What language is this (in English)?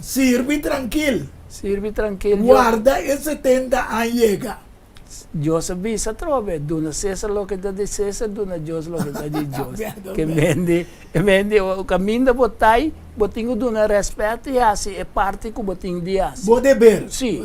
Papiamento